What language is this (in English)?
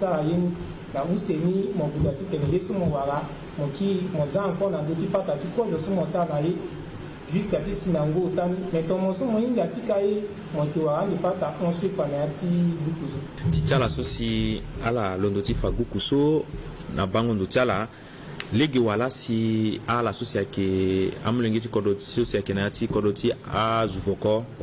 Sango